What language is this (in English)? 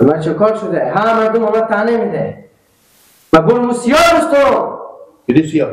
Persian